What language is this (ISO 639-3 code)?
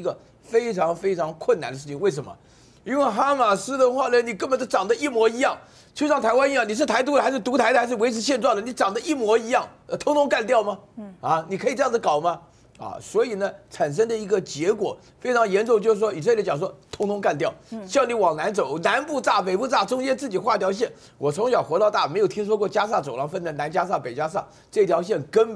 zho